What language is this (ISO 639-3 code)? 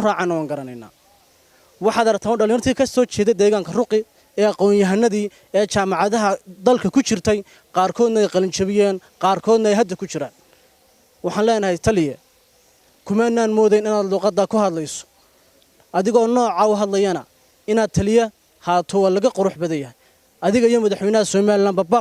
som